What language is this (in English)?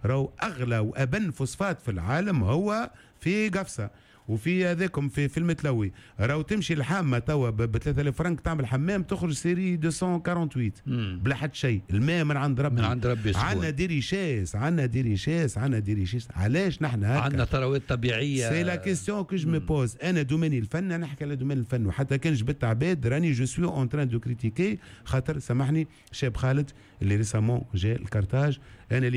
Tunisian Arabic